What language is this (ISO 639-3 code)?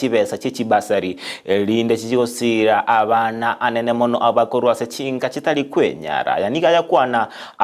guz